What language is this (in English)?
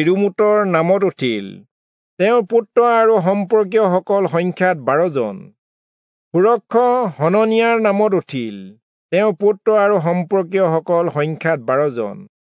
Assamese